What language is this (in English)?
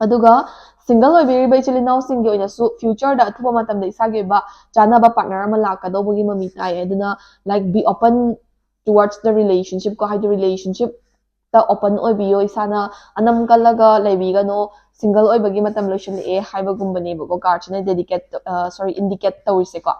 Manipuri